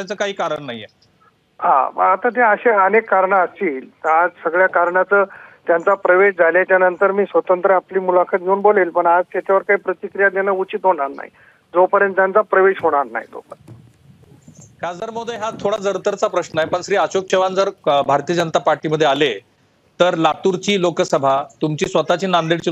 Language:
Marathi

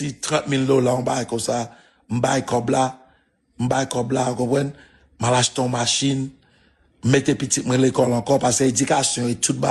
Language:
Haitian Creole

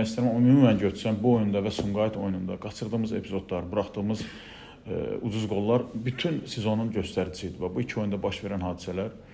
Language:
Azerbaijani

